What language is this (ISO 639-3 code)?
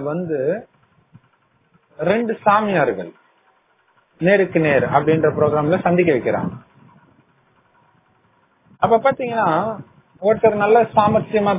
tam